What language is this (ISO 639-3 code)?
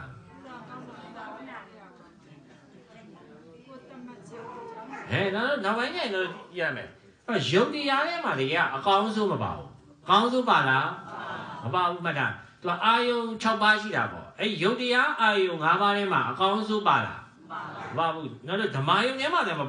mya